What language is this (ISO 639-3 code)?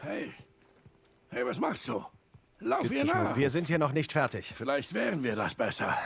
gsw